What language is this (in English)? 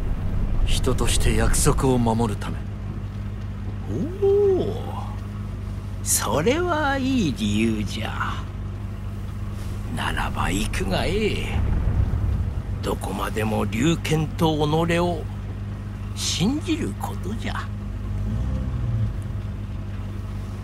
Japanese